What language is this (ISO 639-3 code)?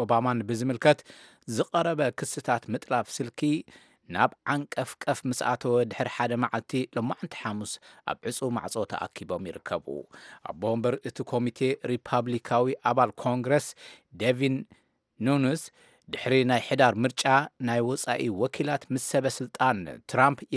tir